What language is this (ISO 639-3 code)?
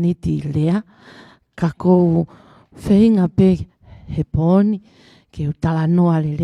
ton